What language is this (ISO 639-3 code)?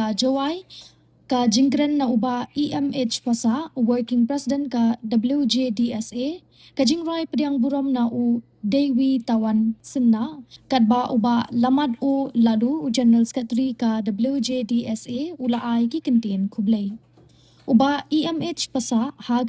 kha